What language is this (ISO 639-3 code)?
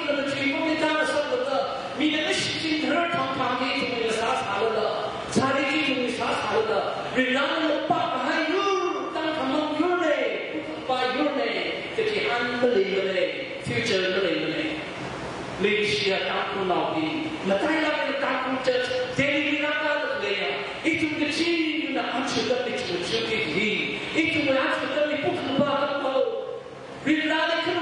nmf